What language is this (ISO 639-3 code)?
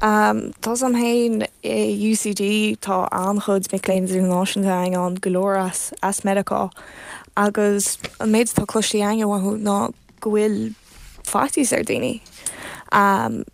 gle